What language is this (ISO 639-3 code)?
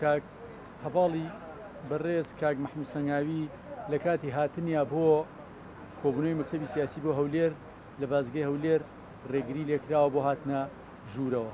ckb